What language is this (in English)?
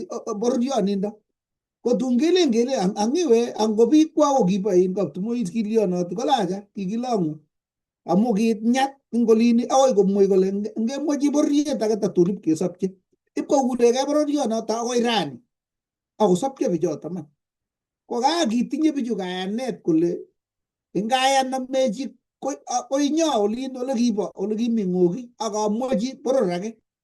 Kalenjin